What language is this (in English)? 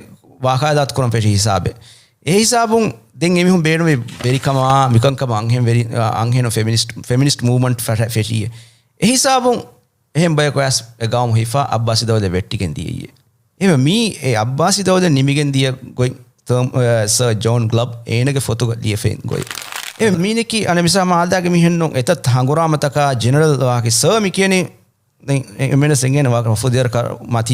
Divehi